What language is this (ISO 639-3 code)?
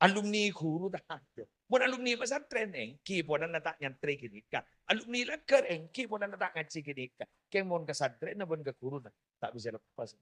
mad